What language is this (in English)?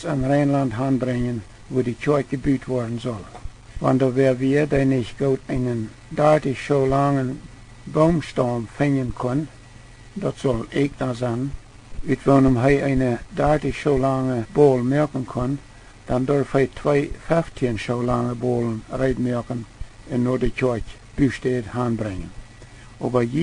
Plautdietsch